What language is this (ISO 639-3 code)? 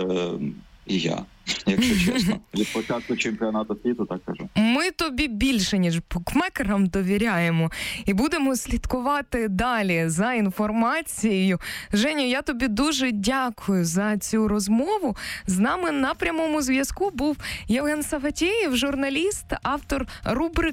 ukr